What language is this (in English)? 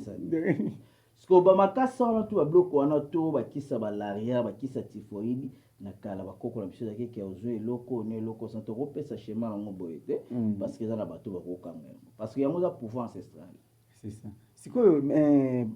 Lingala